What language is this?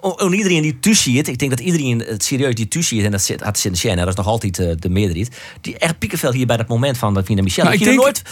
Western Frisian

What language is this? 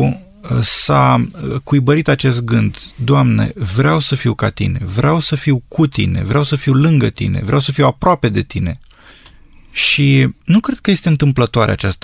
Romanian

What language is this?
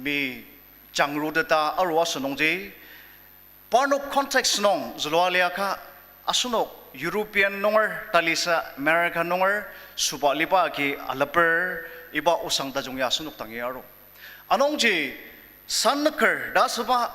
Ao Naga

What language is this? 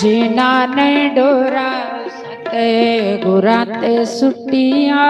Dogri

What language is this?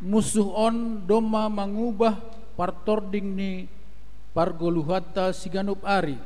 Batak Simalungun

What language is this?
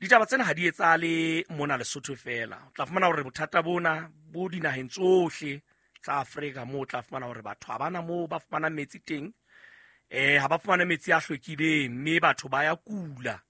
Southern Sotho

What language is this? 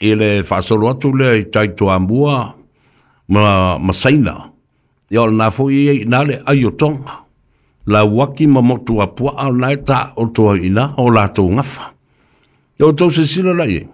Samoan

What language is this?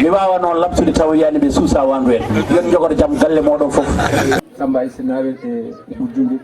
Fula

